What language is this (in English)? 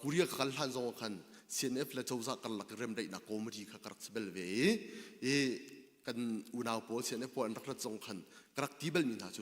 Hakha Chin